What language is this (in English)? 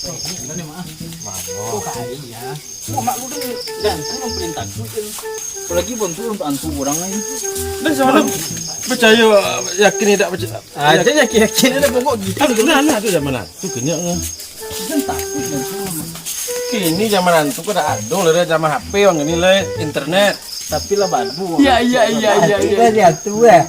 Minangkabau